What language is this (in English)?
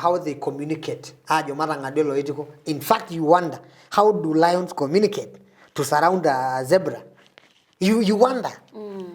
Masai